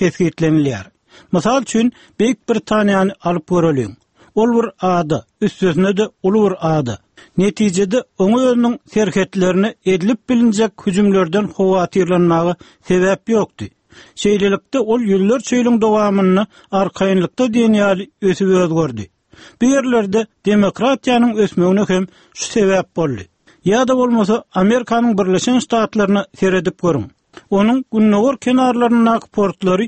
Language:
Turkmen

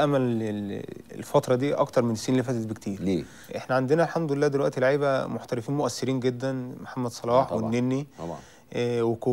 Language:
Egyptian Arabic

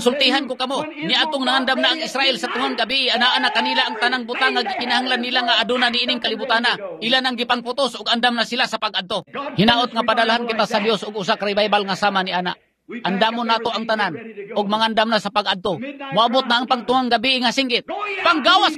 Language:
Cebuano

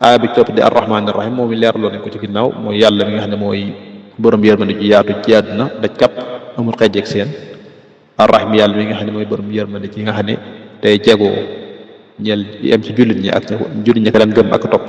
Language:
Wolof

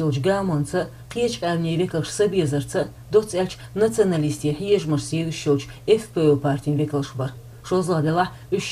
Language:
Chechen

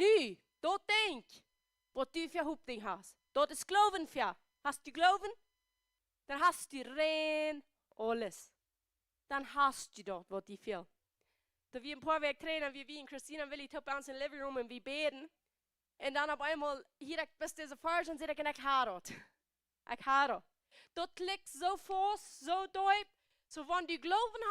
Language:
Plautdietsch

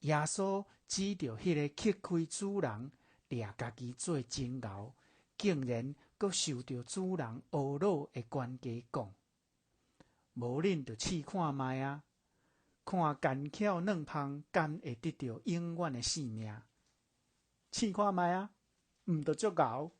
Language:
Min Nan Chinese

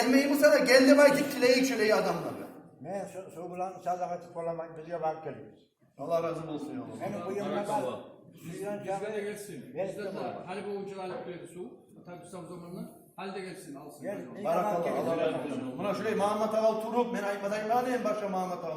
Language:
Kumyk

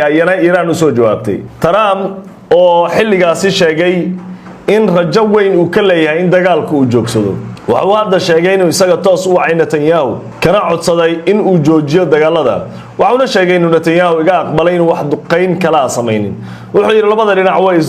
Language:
Somali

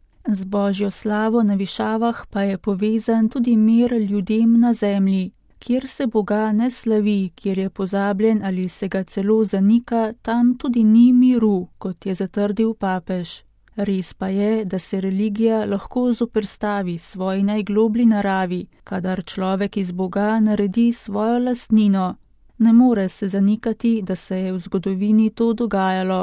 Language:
Slovenian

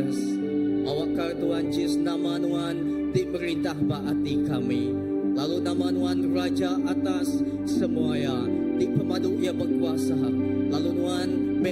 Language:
Iban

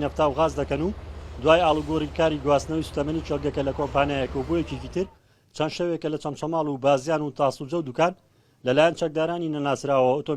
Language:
Central Kurdish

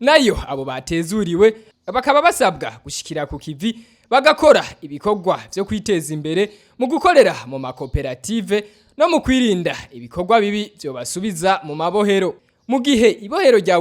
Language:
Rundi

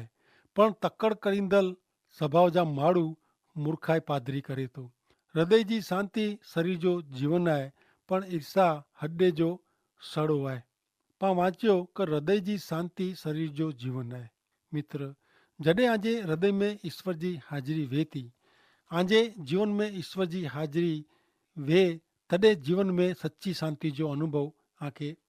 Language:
Kachhi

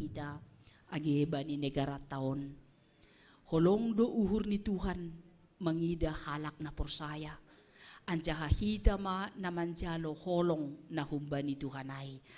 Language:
Batak Simalungun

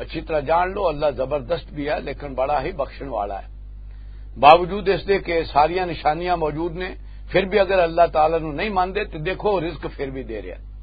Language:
Western Panjabi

